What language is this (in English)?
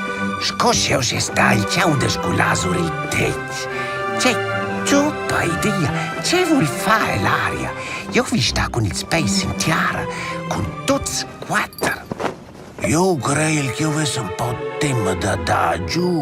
Romansh